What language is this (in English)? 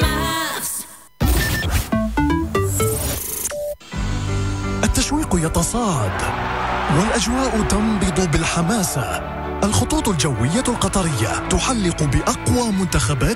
Moroccan Arabic